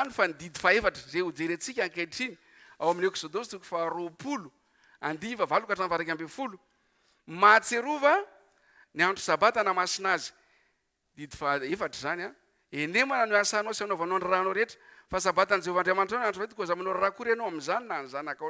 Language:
Malagasy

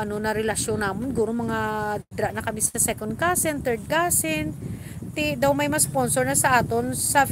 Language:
Hiligaynon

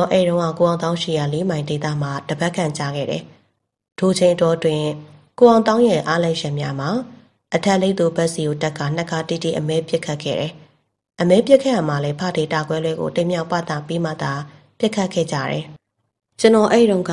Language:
Burmese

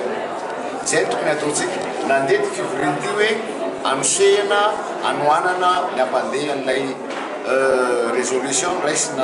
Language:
Malagasy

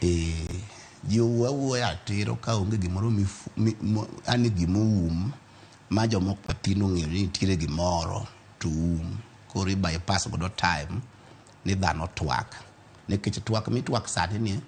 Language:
Luo (Kenya and Tanzania)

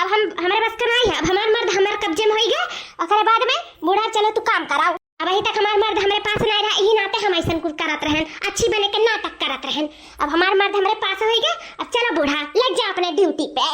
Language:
Awadhi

